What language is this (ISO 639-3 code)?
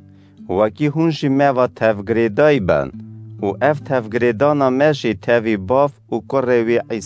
kur